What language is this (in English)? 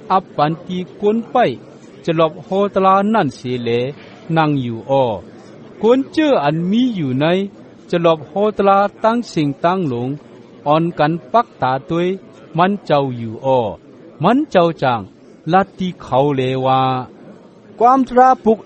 Shan